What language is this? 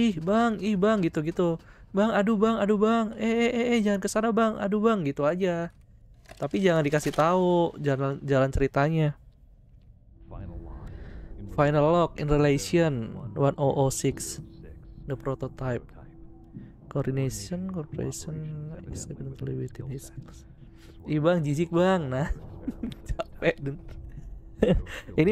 Indonesian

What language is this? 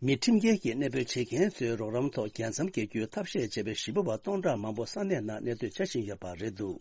Tibetan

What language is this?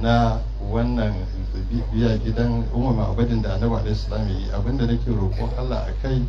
Hausa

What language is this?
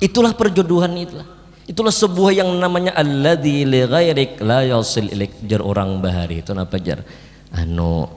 Banjar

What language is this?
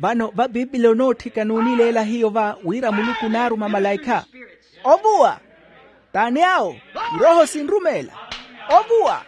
Makhuwa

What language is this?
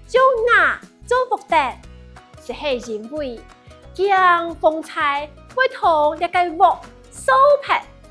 Hakka Chinese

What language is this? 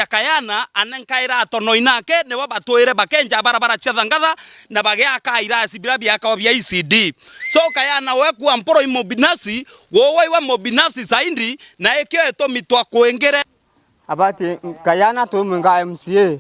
Meru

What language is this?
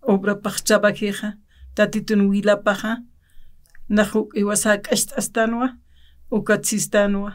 Aymara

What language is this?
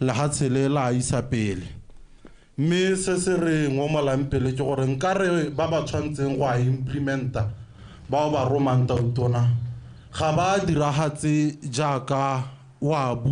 Tswana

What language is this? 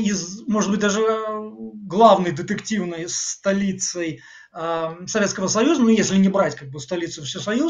Russian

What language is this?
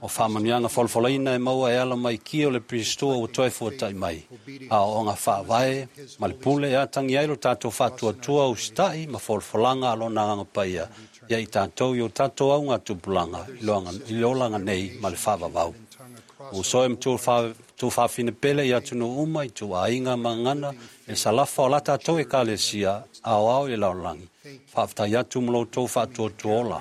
Samoan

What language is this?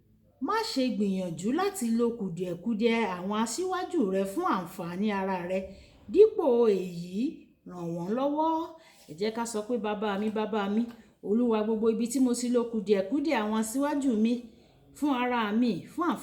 Yoruba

